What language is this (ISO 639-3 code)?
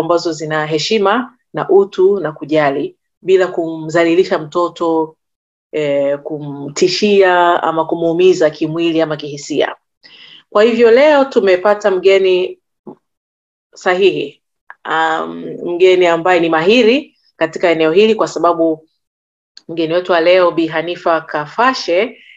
swa